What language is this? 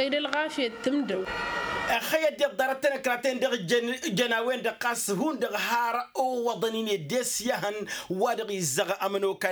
Tamasheq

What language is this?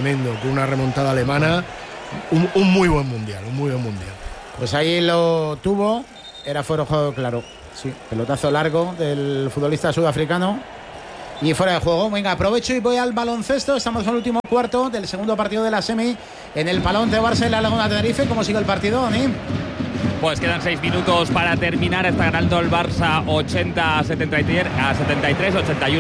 Spanish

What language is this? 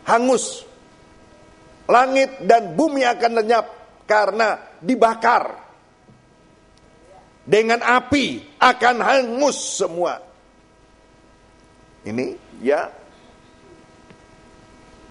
Indonesian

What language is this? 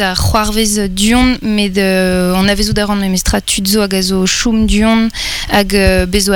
Breton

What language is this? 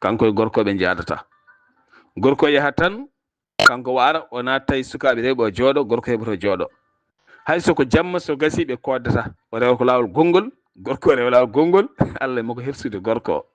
Fula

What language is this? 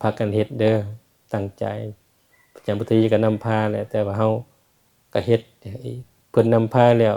Lao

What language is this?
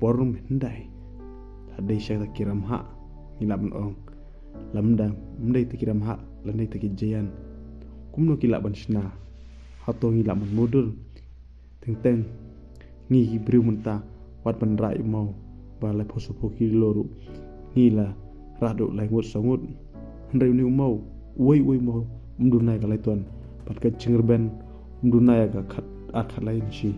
Khasi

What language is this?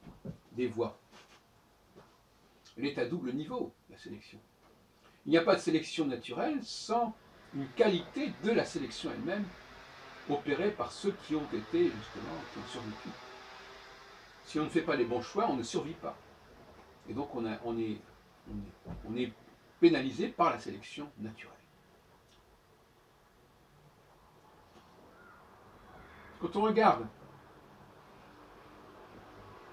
French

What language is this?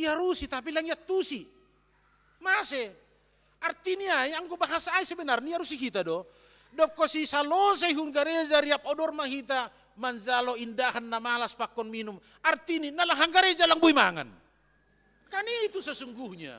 Batak Simalungun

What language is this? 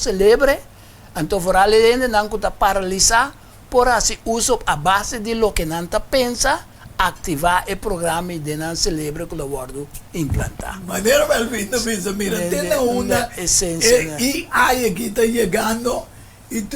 Papiamento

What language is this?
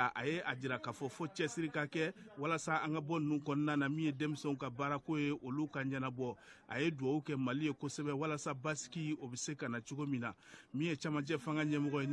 Bambara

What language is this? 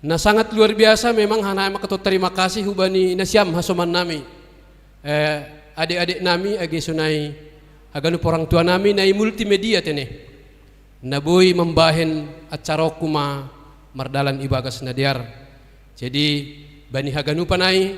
Batak Simalungun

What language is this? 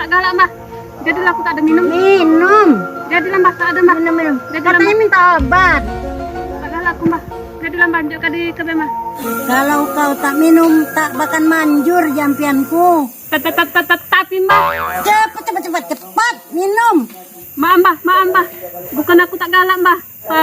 Musi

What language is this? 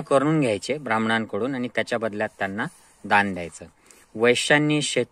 Marathi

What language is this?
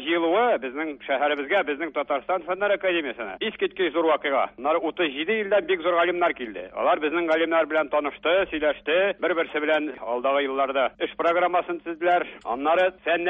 Tatar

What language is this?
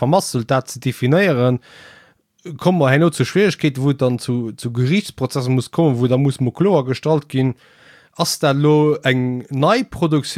Luxembourgish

